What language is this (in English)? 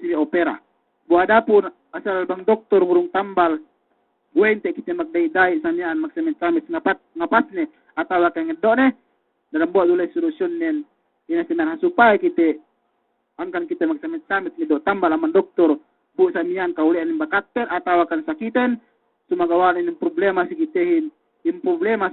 Yakan